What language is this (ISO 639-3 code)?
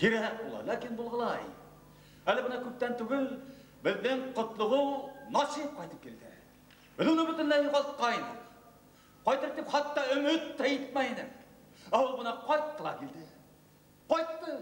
bak